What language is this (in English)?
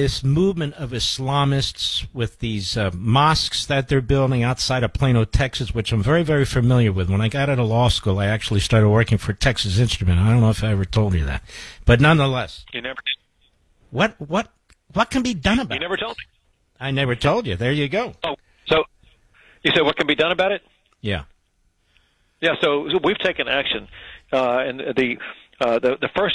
English